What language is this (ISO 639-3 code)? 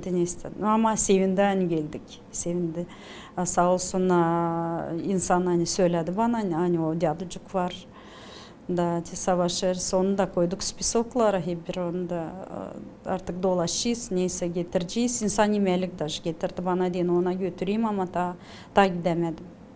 gag